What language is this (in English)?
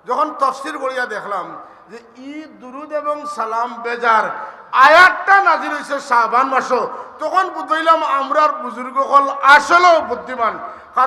Sylheti